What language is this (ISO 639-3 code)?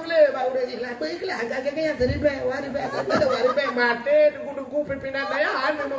ace